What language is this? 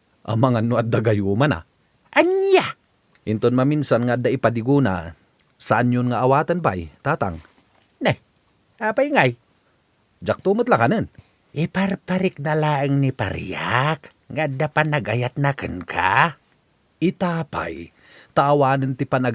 Iloko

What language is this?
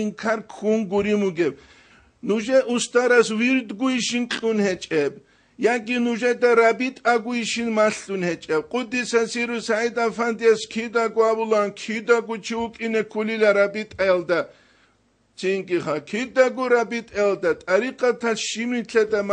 Avaric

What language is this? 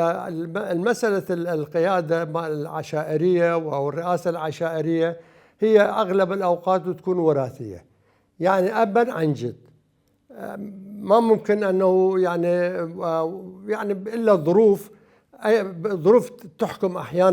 Mesopotamian Arabic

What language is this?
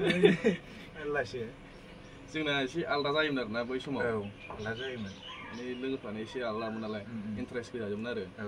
Bodo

